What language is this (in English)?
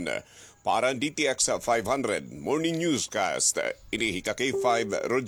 Waray